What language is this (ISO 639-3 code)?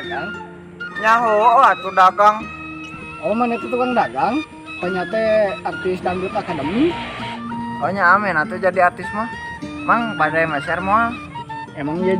sun